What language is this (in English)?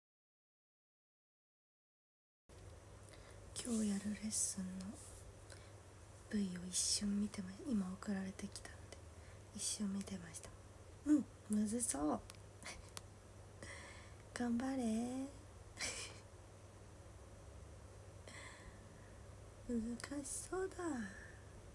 Japanese